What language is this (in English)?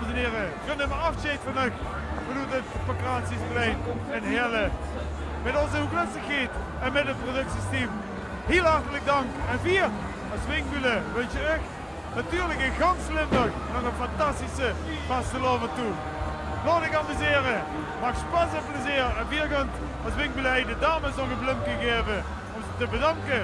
Limburgish